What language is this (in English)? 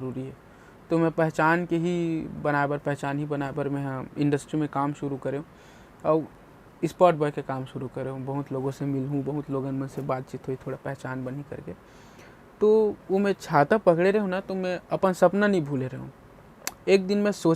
Chhattisgarhi